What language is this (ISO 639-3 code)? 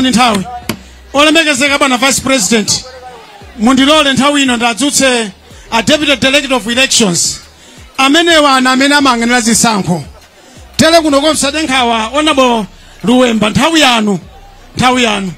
nya